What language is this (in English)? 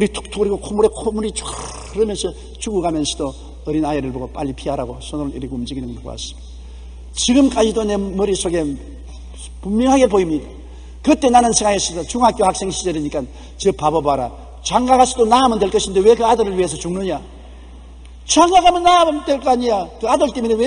Korean